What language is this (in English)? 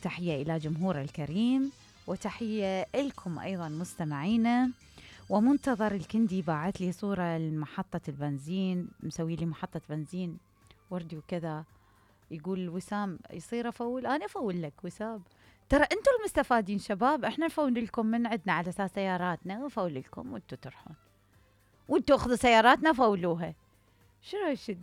Mesopotamian Arabic